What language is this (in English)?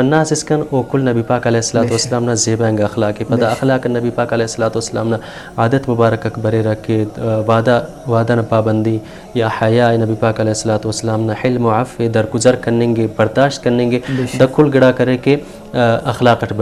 Brahui